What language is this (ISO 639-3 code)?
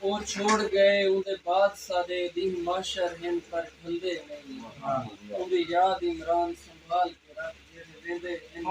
skr